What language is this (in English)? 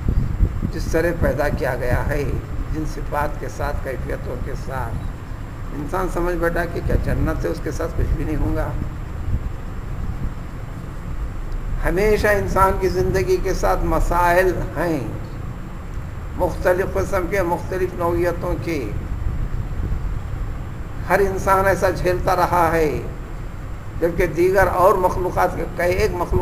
Urdu